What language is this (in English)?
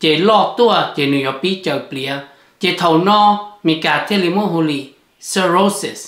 Hmong